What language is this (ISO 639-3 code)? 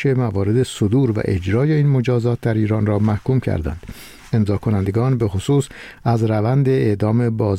fas